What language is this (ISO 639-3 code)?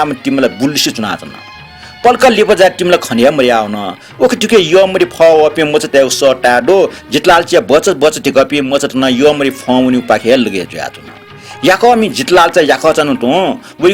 new